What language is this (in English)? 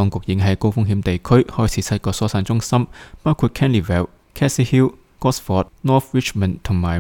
Cantonese